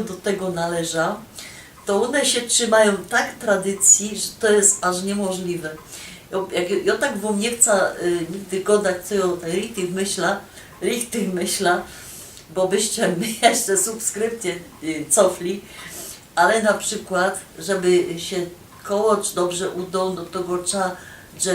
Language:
Silesian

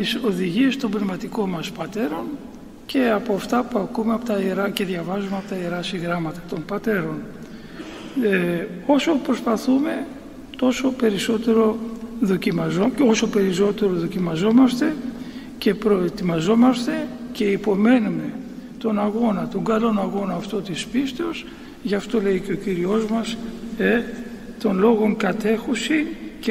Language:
Greek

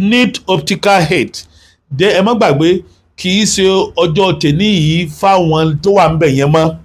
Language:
Yoruba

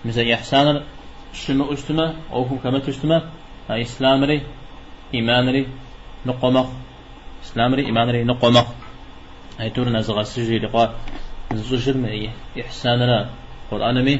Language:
Kabardian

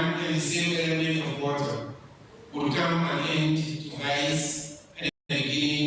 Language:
Tswana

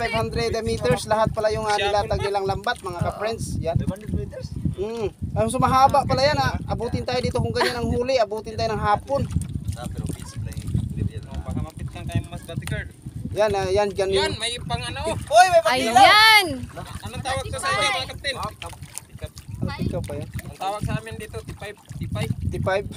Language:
Filipino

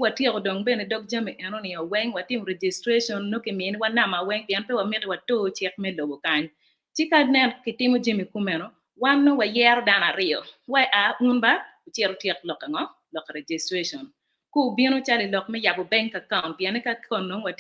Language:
Acoli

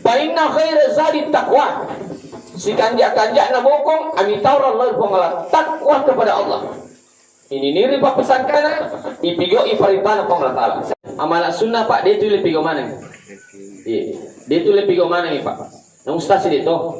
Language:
Buginese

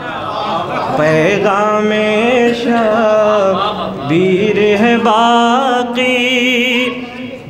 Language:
Urdu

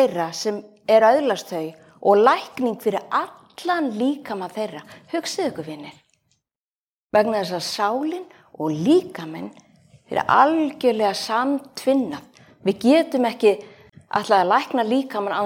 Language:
Icelandic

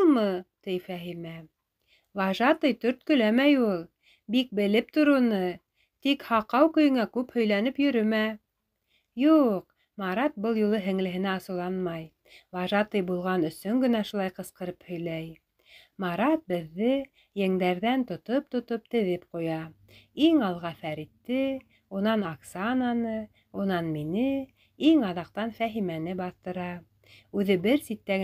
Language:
Bashkir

